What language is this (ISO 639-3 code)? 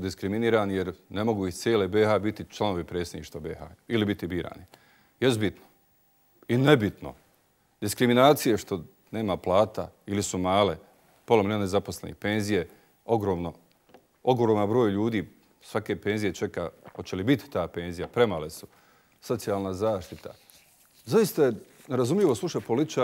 bos